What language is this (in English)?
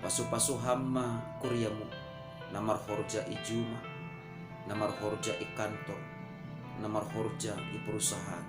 Batak Simalungun